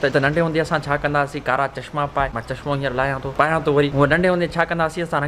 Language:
Sindhi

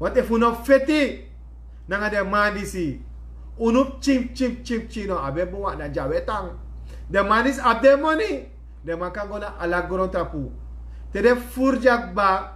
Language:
Sranan Tongo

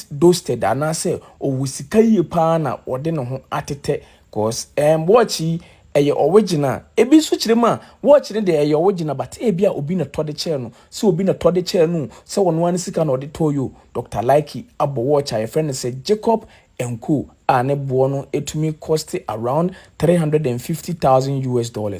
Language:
Akan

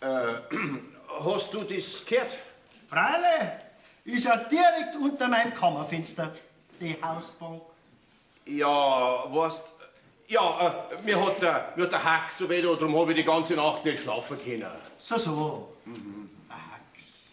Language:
Bavarian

